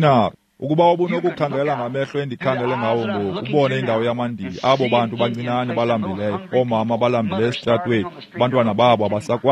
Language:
Xhosa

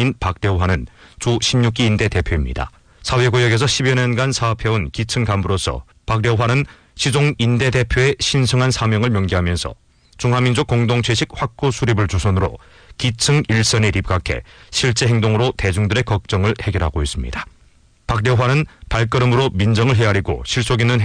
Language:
Korean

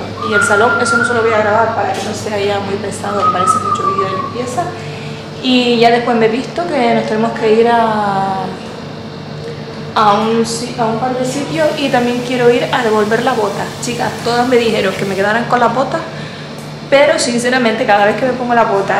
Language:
Spanish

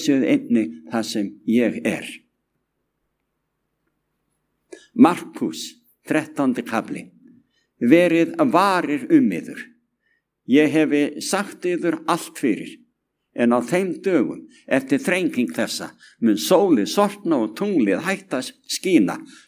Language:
Icelandic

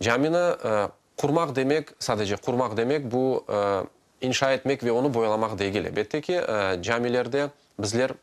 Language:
Crimean Tatar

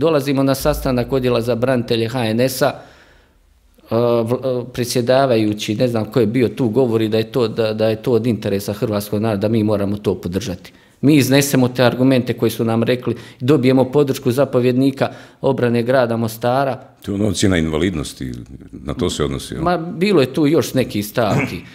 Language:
Croatian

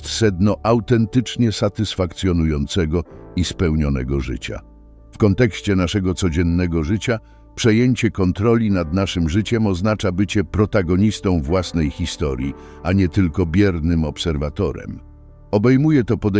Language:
Polish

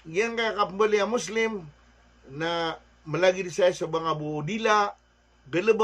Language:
Maranao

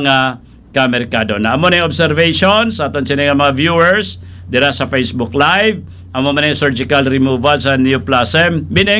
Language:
Hiligaynon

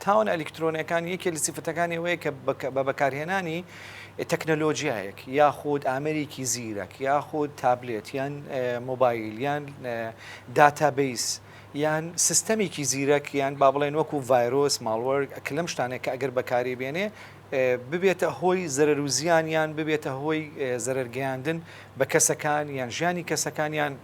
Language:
Central Kurdish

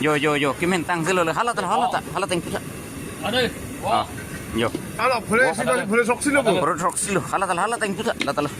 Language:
Karbi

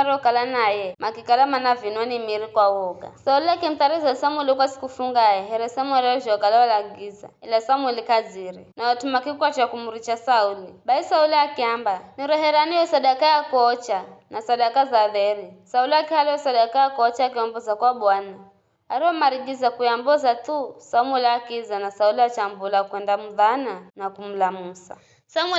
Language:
Giryama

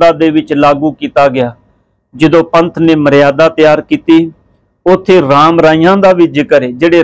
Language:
Punjabi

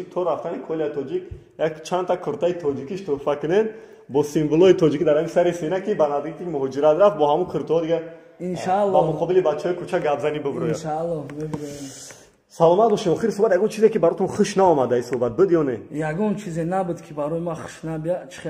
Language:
Tajik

